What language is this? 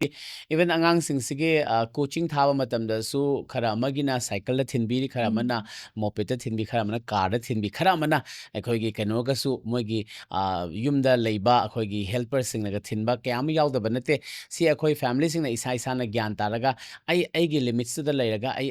Manipuri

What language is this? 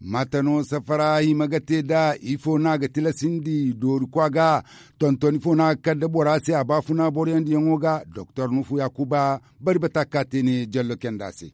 Zarma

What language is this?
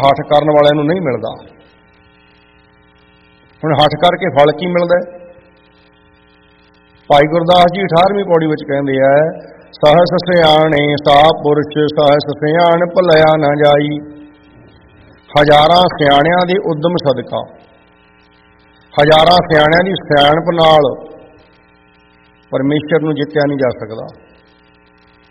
Punjabi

